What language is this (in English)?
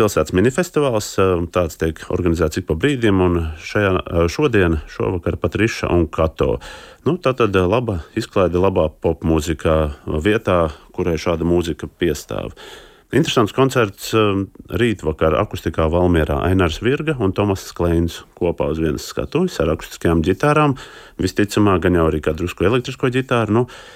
Latvian